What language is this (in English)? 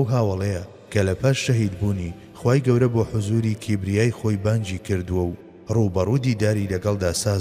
Central Kurdish